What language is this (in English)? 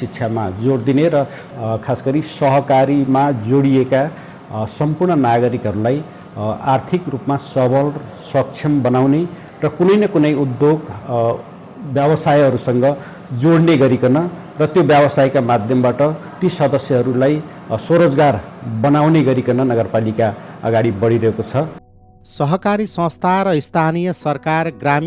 Nepali